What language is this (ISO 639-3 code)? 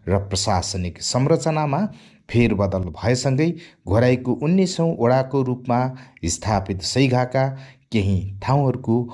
nep